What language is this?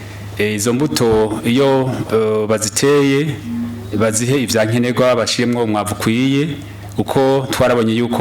Rundi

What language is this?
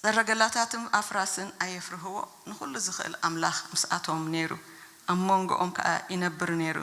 Tigrinya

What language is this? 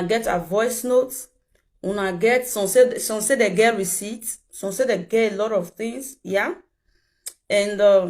Nigerian Pidgin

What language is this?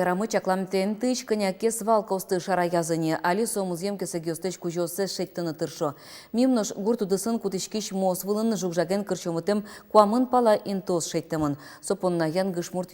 Udmurt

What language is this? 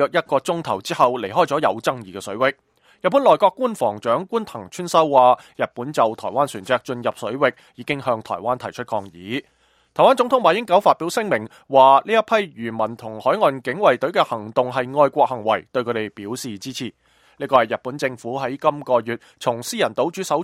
Cantonese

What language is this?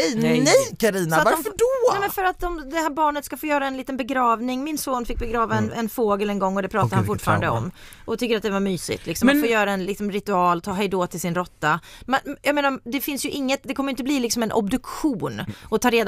Swedish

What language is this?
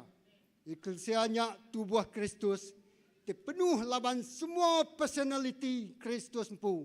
Iban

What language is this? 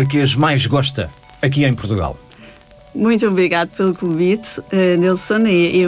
Portuguese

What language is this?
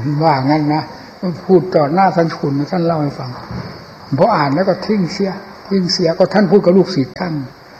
Thai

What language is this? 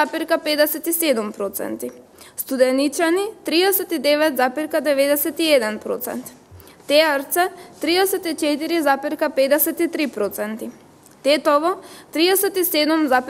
Macedonian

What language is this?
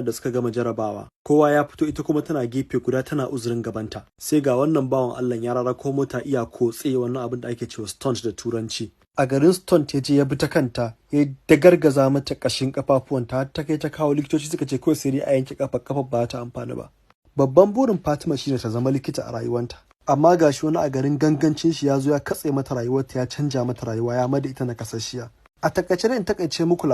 Hausa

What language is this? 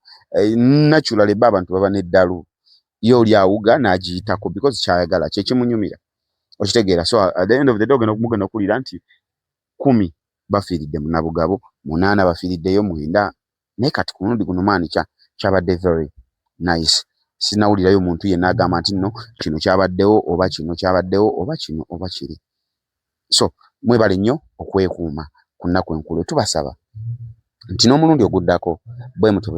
Ganda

